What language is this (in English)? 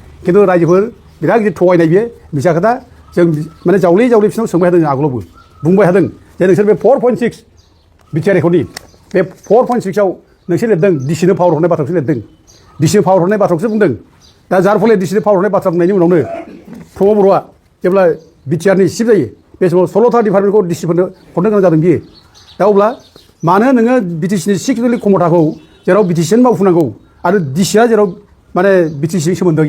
Bodo